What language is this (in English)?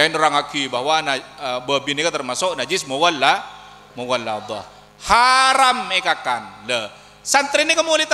Madurese